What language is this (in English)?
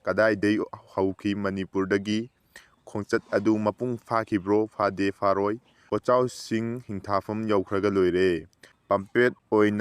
Manipuri